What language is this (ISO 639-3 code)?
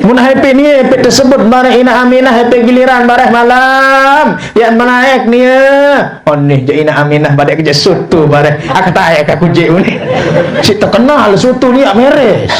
sas